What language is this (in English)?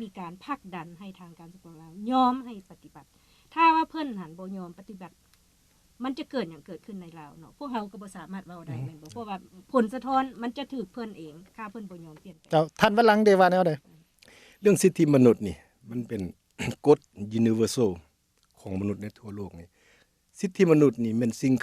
Lao